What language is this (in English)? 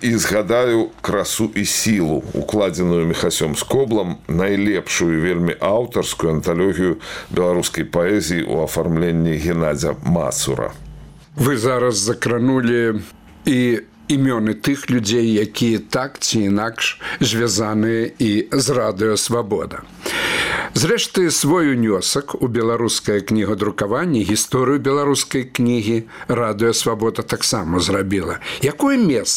Belarusian